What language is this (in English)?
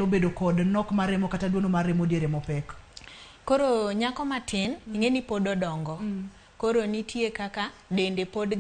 Luo (Kenya and Tanzania)